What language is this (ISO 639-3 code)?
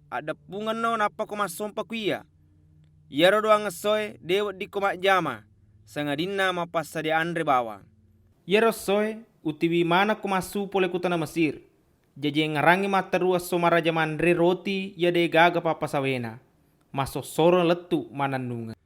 bug